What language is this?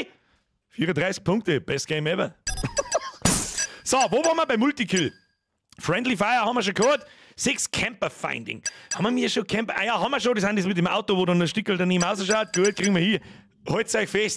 Bavarian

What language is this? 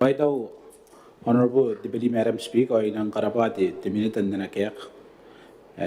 Gilbertese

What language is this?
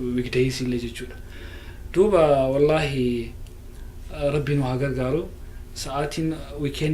Oromo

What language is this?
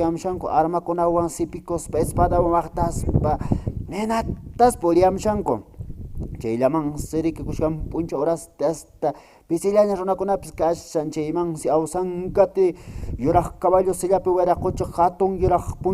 Quechua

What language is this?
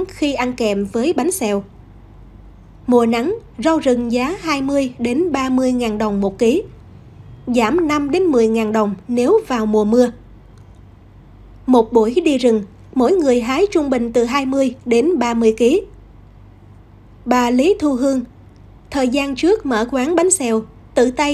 Vietnamese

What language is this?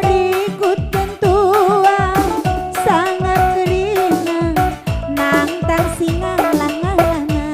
Batak Karo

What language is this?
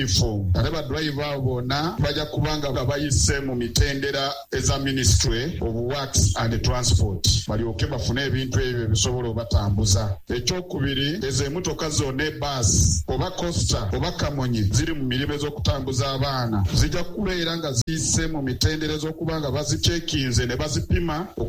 Ganda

